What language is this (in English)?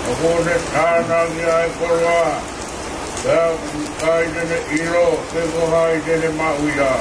Tongan